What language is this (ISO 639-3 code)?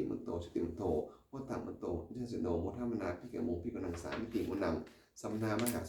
pli